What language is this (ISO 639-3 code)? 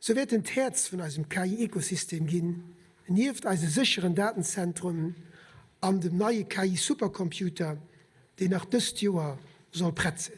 ltz